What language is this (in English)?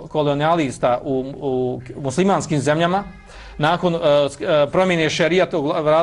Bosnian